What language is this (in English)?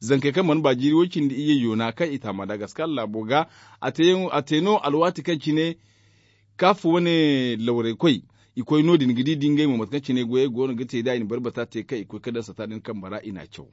Zarma